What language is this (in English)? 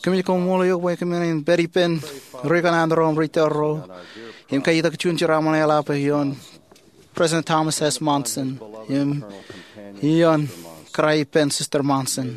Marshallese